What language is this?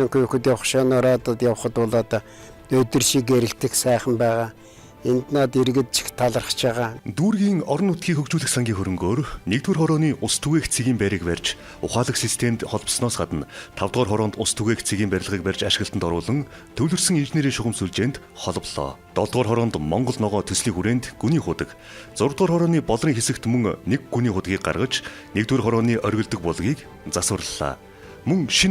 Mongolian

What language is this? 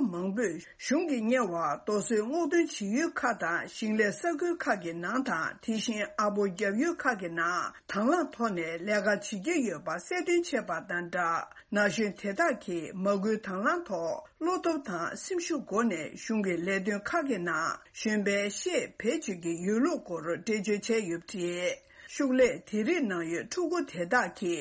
Tibetan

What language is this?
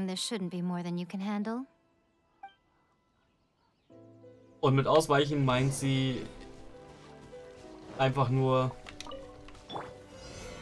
German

